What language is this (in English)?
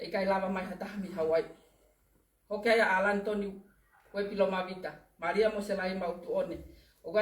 Tongan